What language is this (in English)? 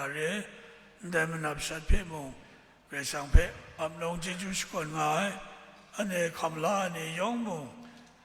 Kachin